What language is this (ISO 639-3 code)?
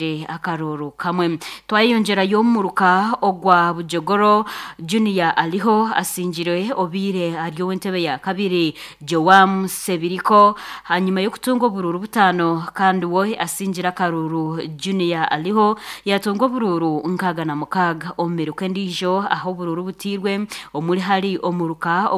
nyn